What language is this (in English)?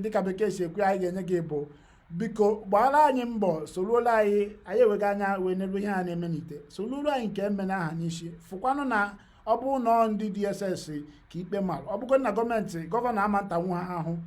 Igbo